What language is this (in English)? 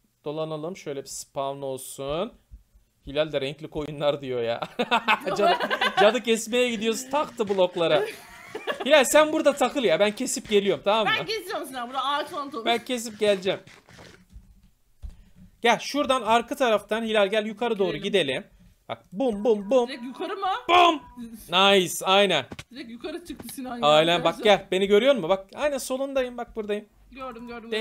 Turkish